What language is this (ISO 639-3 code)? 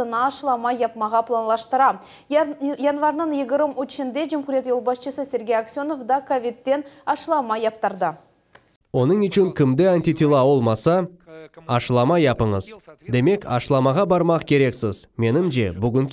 crh